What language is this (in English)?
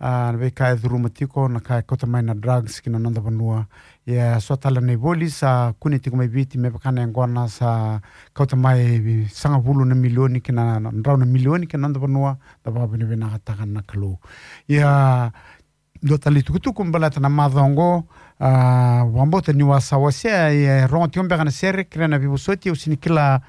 Fijian